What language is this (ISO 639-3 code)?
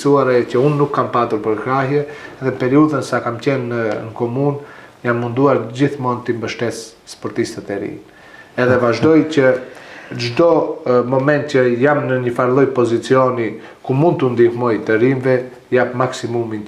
sqi